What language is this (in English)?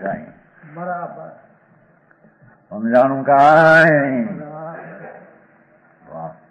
Gujarati